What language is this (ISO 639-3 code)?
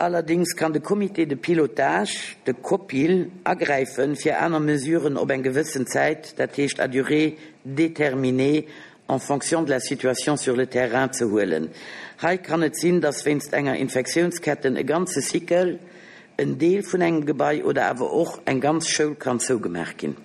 ltz